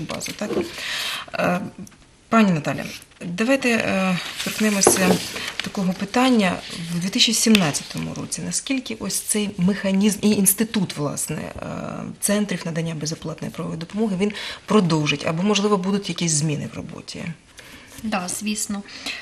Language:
Ukrainian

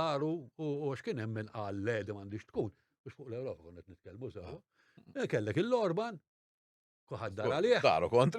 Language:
Maltese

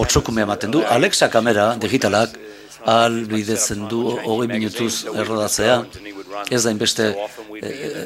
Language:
Basque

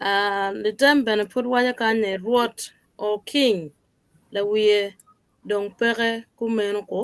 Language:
Acoli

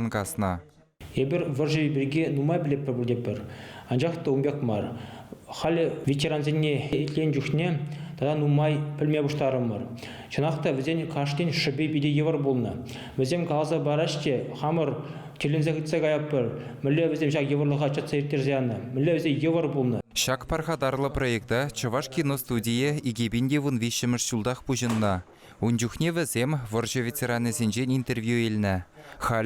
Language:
Chuvash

